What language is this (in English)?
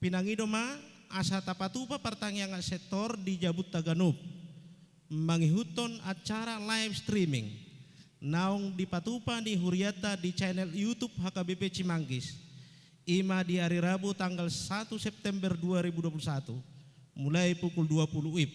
Batak Toba